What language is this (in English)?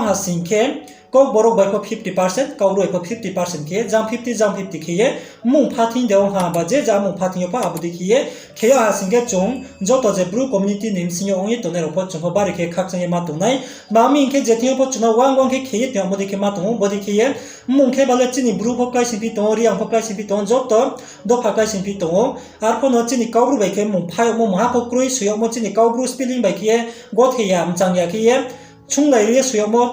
Riang (India)